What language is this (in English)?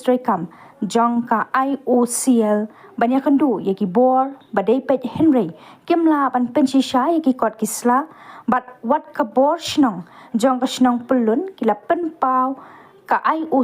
Khasi